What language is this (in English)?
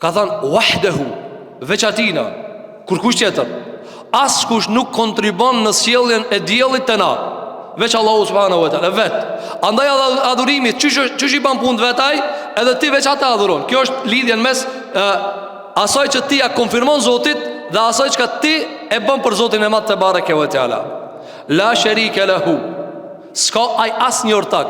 Albanian